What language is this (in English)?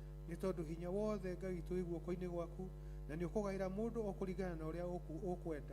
Kikuyu